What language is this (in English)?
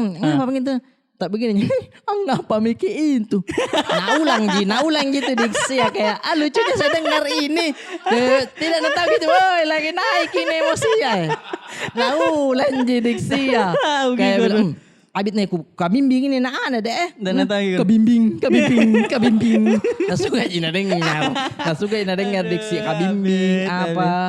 Makassar Malay